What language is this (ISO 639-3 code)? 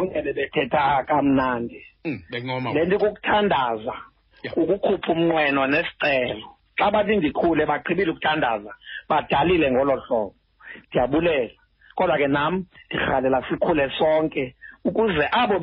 xho